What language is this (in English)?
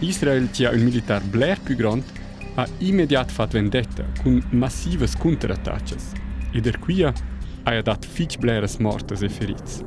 Romansh